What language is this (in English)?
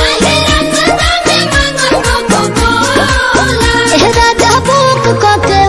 Bhojpuri